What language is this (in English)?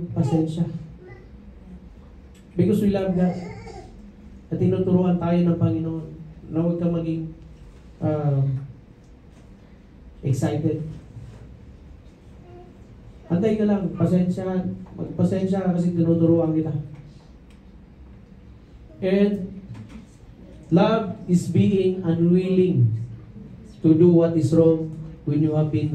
Filipino